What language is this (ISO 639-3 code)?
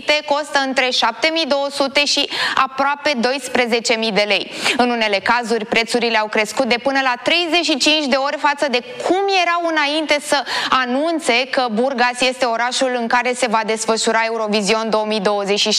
ron